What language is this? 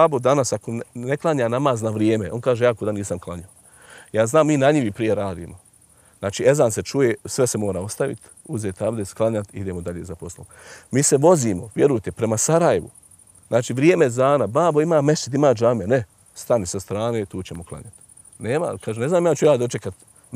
Bosnian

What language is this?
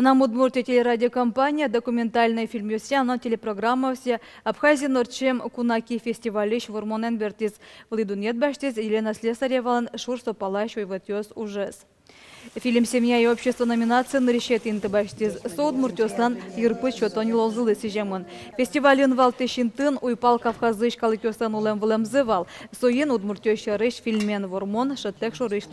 Udmurt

